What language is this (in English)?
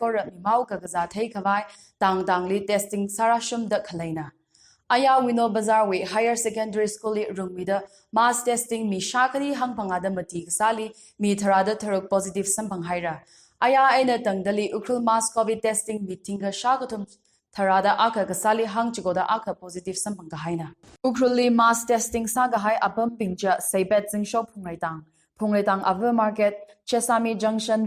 Tangkhul Naga (India)